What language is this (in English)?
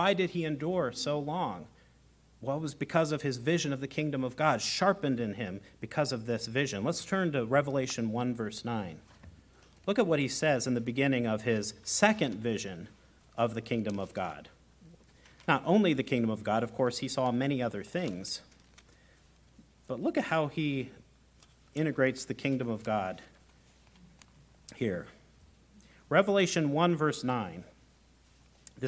English